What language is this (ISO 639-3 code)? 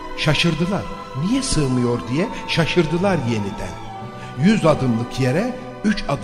tur